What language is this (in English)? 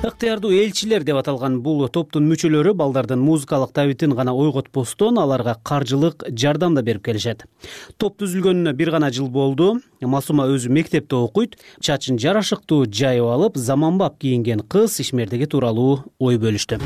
Kyrgyz